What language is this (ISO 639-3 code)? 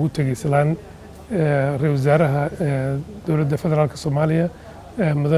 som